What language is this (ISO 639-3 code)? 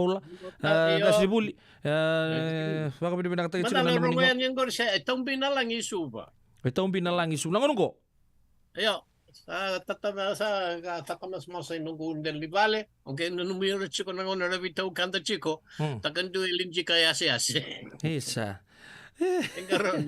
fij